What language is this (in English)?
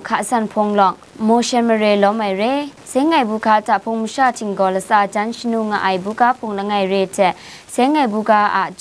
Kachin